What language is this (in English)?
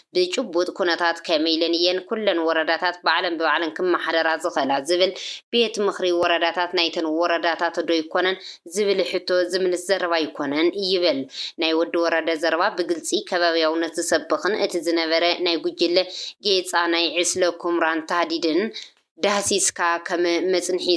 Tigrinya